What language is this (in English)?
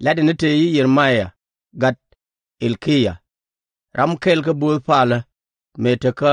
Nuer